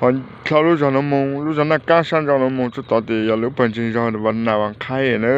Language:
Hmong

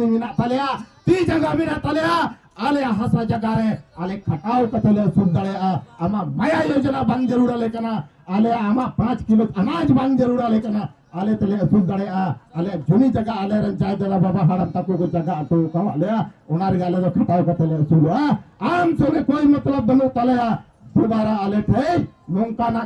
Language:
Santali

